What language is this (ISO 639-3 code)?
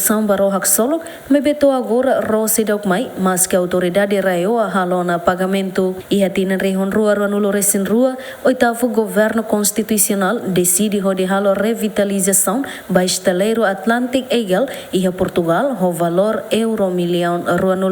tet